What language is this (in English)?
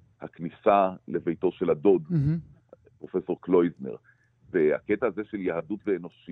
Hebrew